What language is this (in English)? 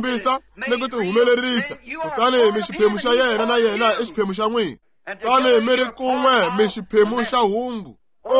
Tsonga